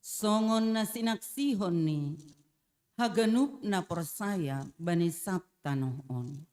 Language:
Batak Simalungun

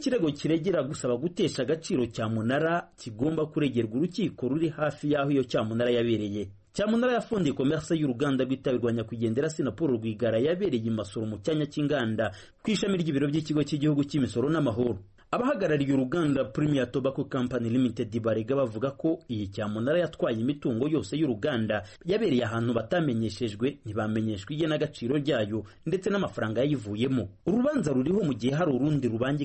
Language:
Kinyarwanda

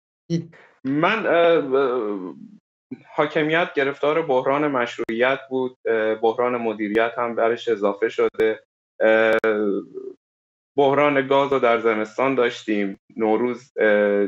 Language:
Persian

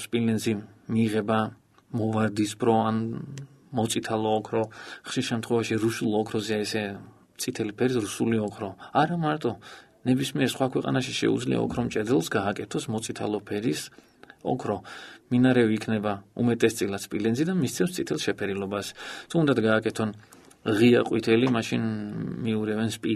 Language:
Georgian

